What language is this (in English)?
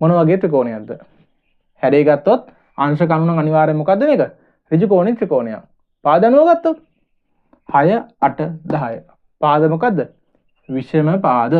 Sinhala